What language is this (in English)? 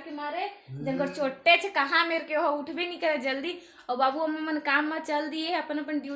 Chhattisgarhi